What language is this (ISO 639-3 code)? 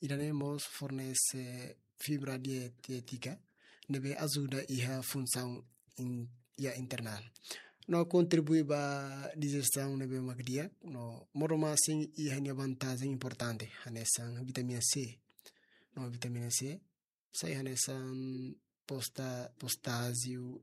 tet